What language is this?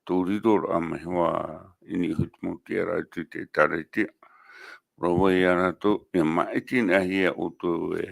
Tahitian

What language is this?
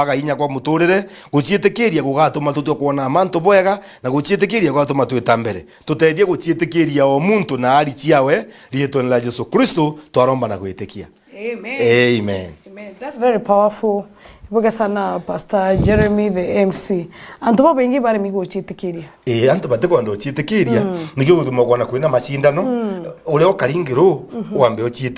Meru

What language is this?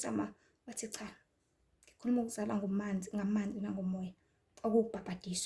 Zulu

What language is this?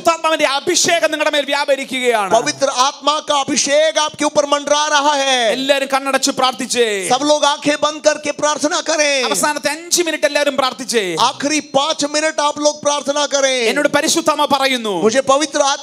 Malayalam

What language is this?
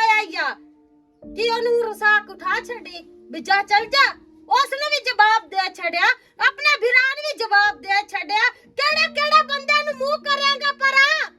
Western Panjabi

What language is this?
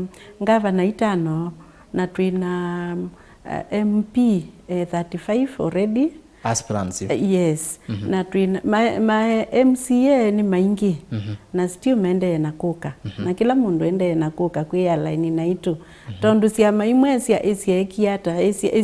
Kamba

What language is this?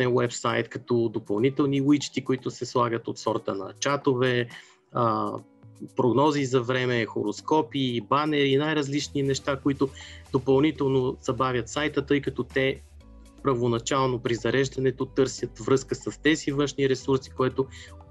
Bulgarian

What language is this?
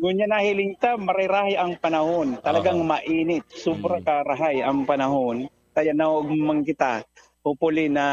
Bikol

